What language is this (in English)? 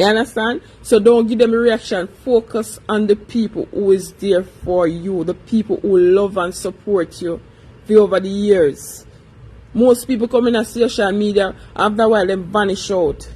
Jamaican Creole English